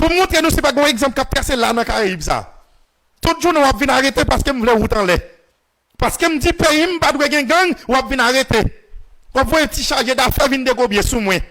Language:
Haitian Creole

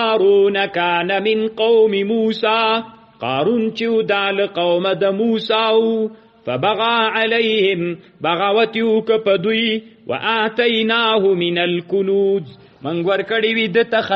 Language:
Pashto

